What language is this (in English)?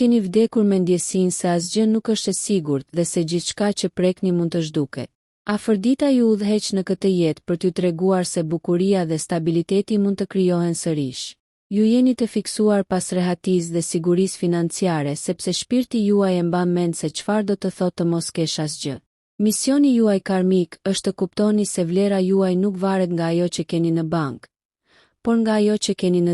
Albanian